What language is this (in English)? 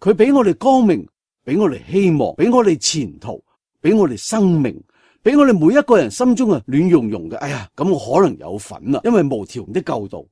Cantonese